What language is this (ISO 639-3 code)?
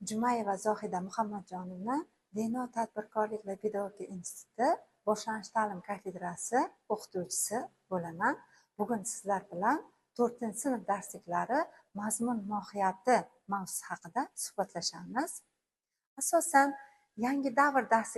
uzb